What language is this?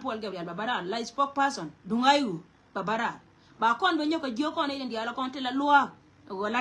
Nuer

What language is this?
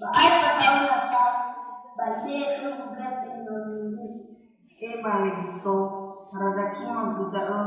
Nias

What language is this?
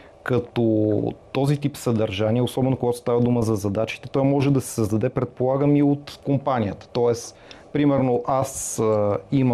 Bulgarian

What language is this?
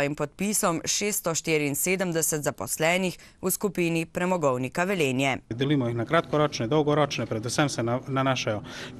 Slovenian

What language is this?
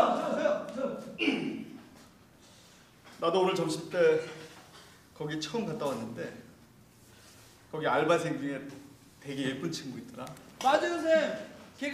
Korean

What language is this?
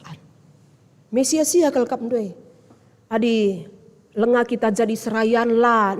Batak Karo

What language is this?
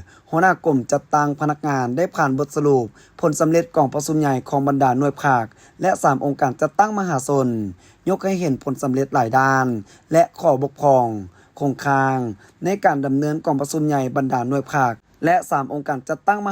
Lao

